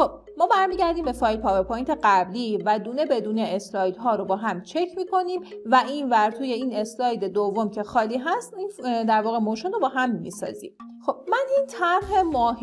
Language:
Persian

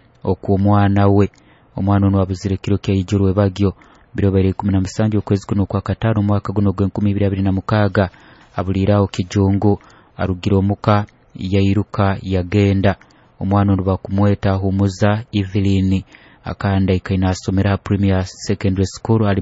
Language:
Nyoro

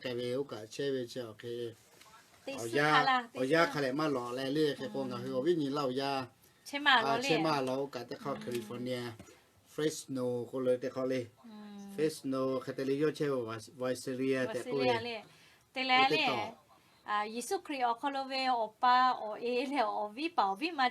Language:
Lahu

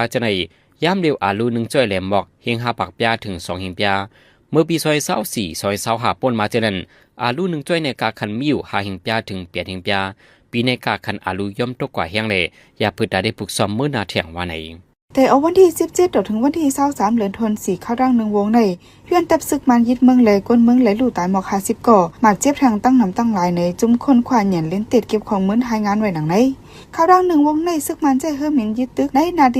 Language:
Shan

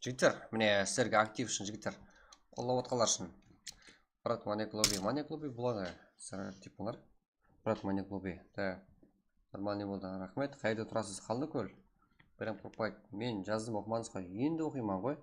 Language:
Kara-Kalpak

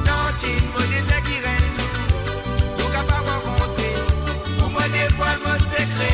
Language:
Morisyen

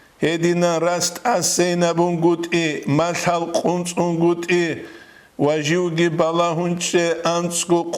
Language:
Avaric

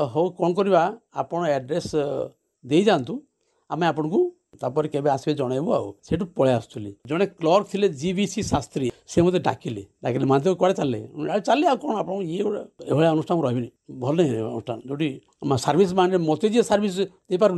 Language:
Odia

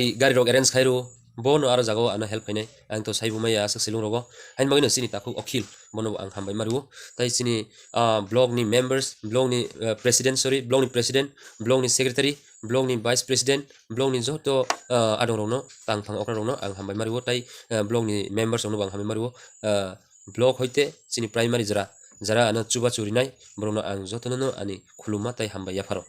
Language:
Kok Borok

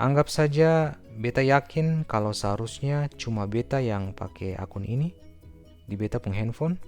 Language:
Ambonese Malay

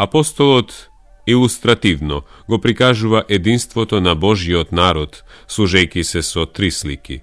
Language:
Macedonian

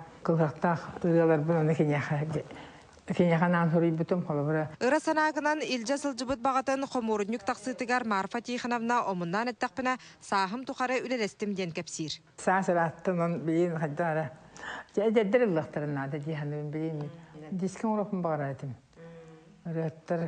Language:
Yakut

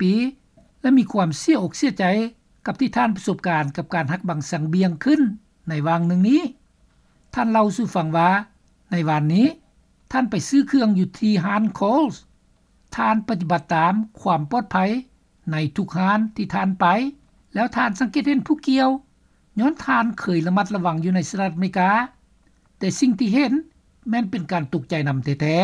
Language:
Lao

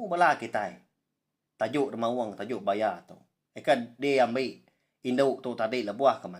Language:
Iban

